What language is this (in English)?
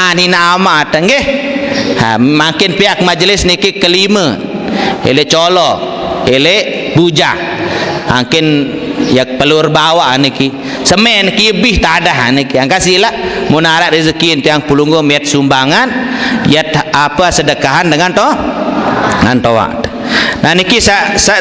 Sasak